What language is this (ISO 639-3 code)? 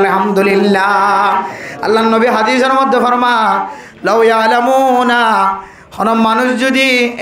rhg